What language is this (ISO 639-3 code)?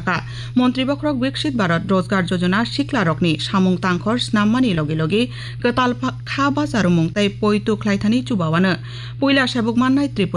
trp